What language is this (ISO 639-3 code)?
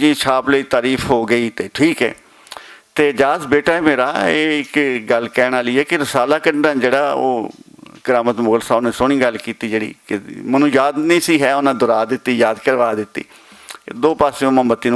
lah